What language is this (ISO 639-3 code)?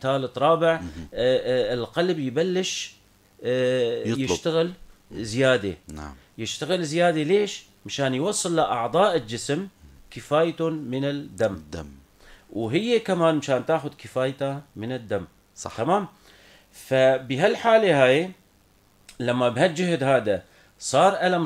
apc